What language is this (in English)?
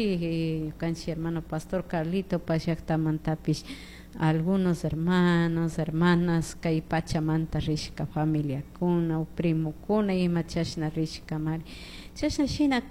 Chimborazo Highland Quichua